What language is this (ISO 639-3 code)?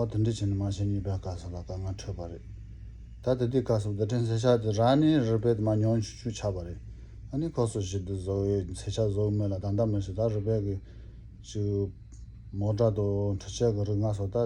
bod